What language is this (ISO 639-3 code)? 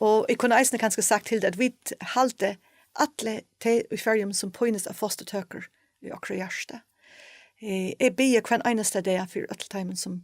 fao